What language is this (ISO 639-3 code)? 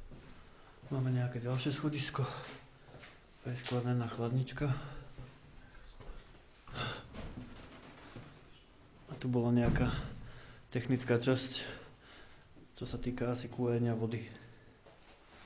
slk